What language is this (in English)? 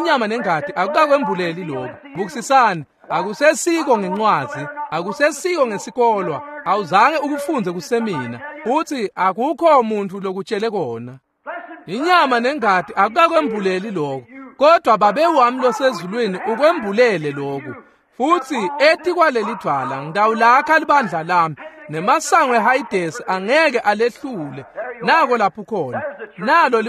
Swati